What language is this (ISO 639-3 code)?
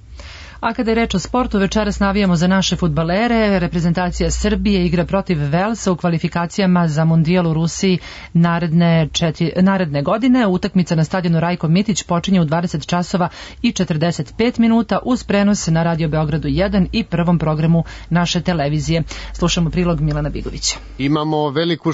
srp